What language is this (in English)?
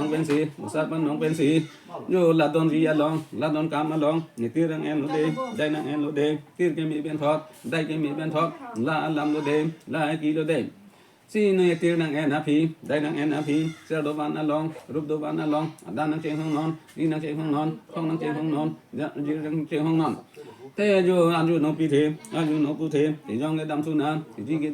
Karbi